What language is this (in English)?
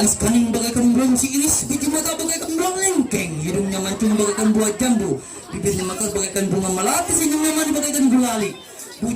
Ma'anyan